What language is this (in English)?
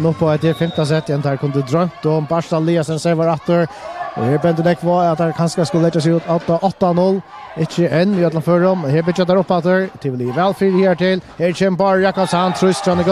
Faroese